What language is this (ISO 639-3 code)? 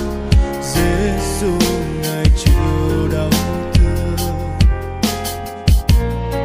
vie